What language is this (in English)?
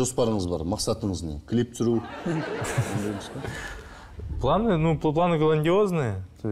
Kazakh